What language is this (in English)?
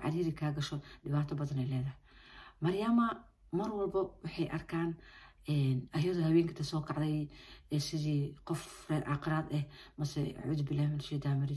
Somali